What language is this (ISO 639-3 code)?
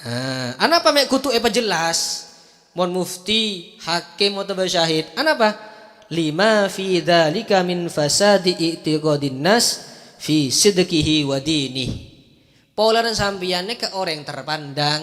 mad